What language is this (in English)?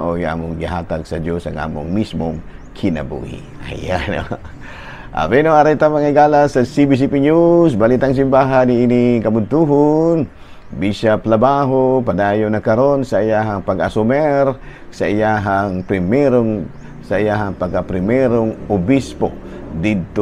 Cebuano